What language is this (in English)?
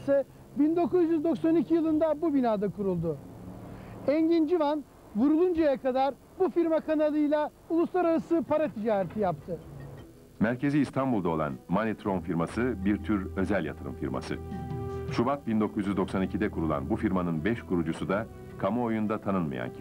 Turkish